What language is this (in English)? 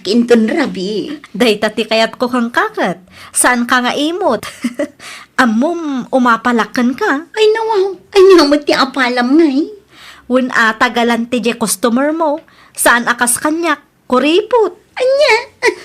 Iloko